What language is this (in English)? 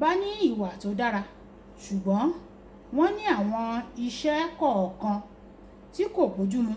Yoruba